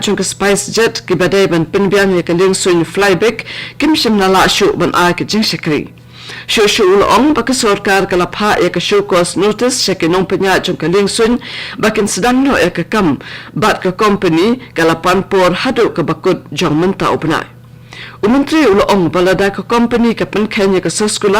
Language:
Khasi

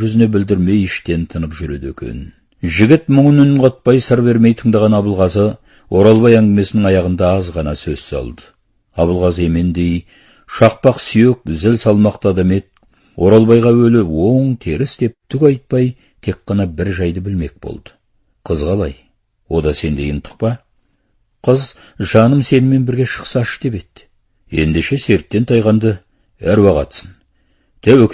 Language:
Kazakh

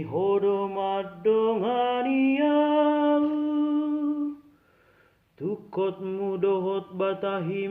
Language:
Batak Toba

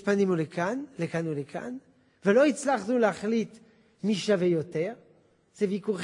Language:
Hebrew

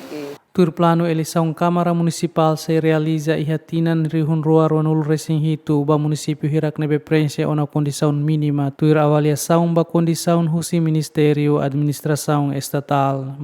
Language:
Tetum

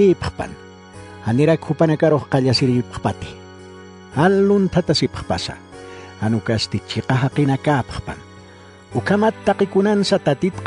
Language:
Aymara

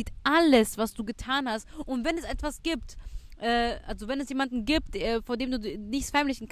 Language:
German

